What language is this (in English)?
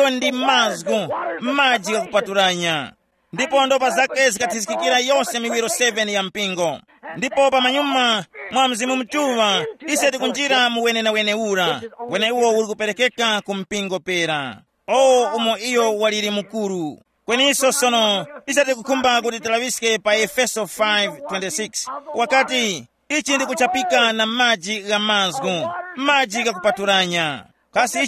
Tumbuka